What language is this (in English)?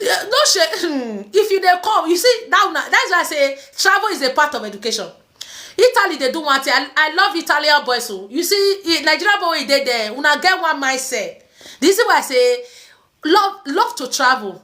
Nigerian Pidgin